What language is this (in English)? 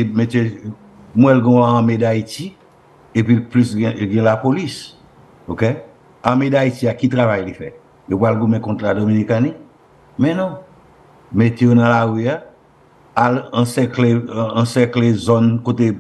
Haitian Creole